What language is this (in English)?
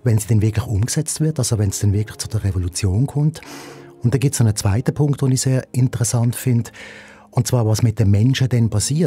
Swiss German